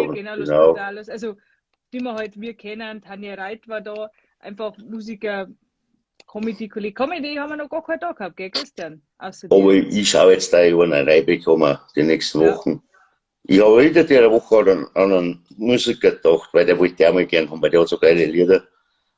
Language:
Bavarian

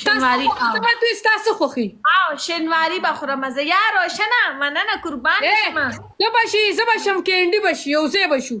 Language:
Pashto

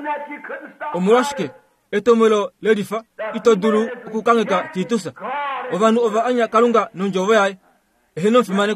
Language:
Kuanyama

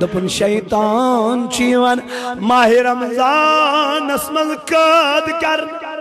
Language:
Kashmiri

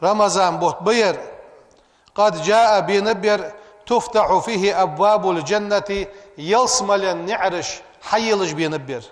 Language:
Ingush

